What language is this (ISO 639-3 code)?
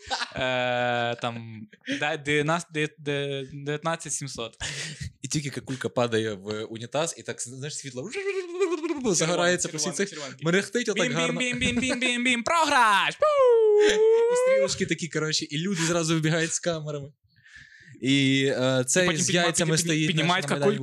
ukr